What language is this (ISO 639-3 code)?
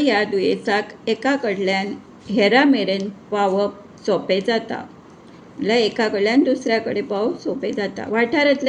kok